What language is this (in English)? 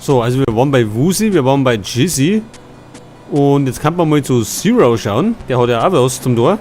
Bavarian